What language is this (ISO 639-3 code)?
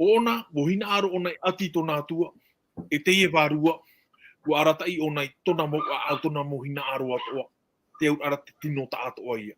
tah